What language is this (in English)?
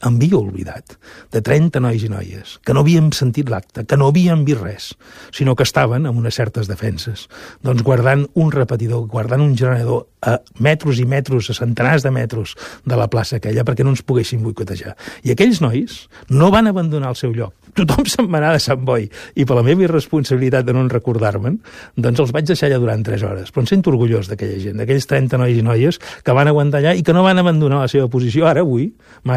Catalan